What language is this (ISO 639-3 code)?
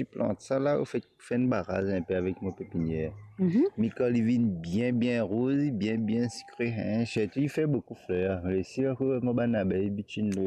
mfe